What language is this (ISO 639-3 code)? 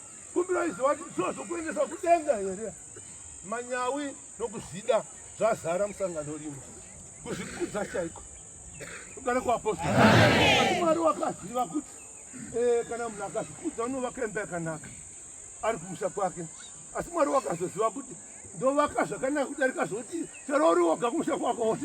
sna